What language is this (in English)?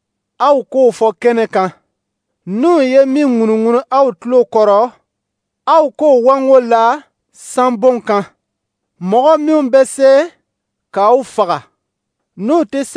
Dyula